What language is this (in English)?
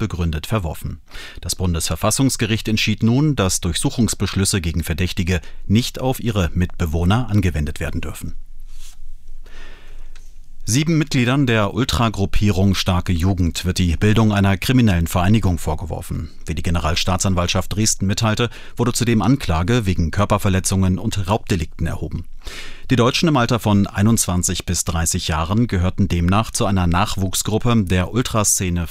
German